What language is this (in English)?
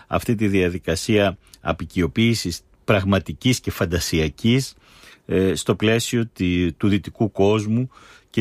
Greek